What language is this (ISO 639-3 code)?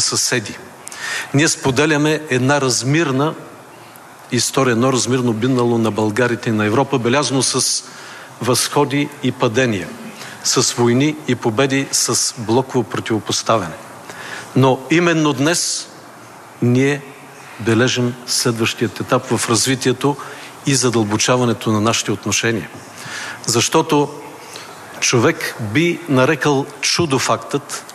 bul